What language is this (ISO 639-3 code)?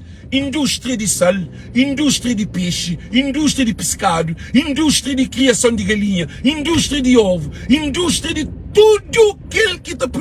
kea